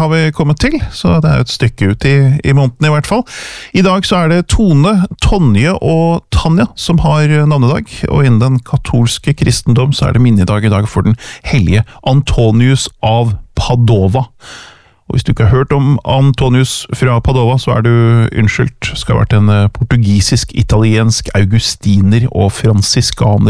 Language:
Norwegian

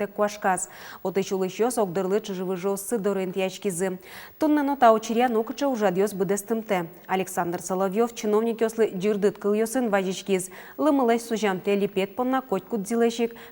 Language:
Udmurt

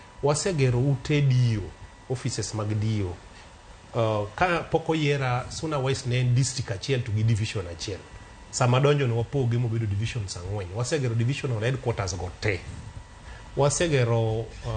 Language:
Luo (Kenya and Tanzania)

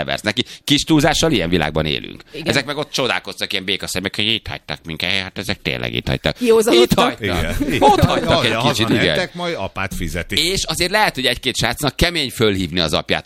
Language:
Hungarian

